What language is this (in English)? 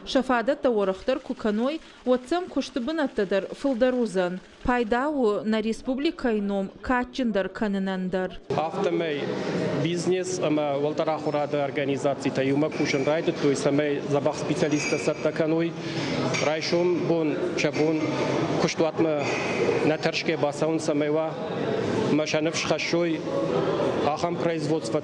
Ossetic